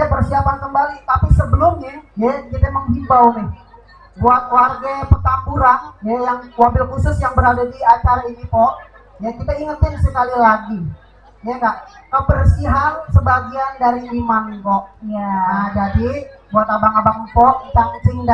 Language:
Betawi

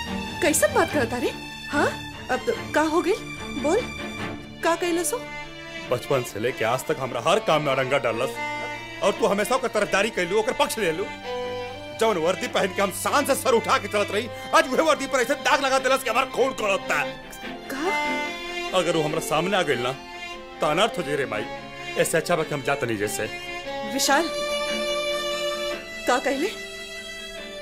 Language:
Bhojpuri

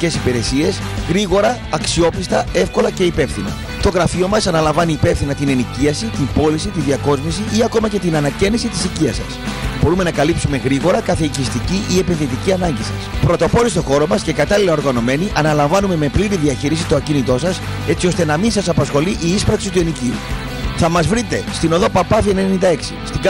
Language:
Greek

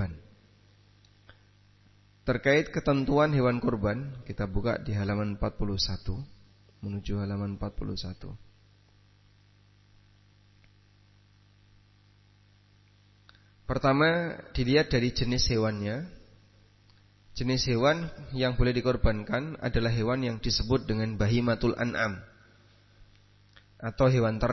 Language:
Indonesian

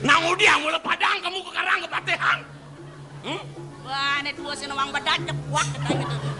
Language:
Balinese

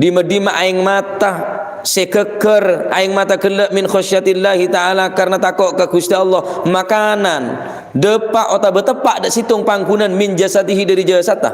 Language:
Madurese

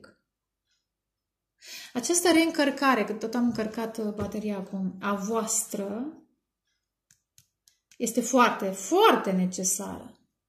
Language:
Romanian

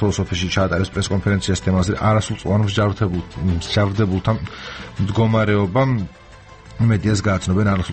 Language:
Georgian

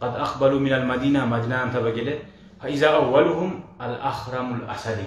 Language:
Kumyk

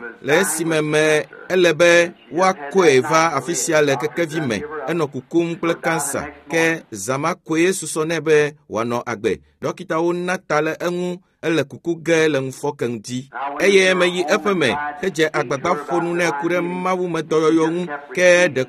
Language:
Ewe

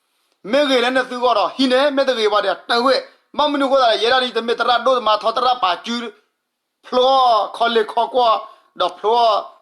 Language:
S'gaw Karen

